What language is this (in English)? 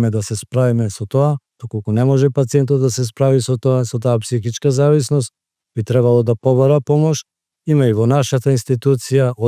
Macedonian